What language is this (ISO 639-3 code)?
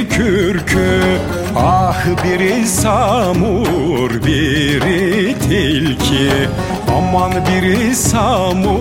tur